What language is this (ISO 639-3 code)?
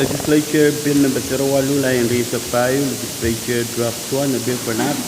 pon